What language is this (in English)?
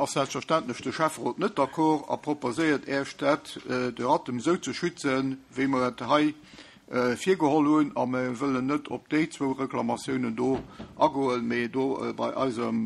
Luxembourgish